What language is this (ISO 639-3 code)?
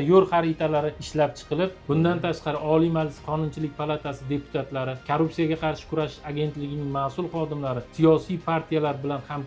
uzb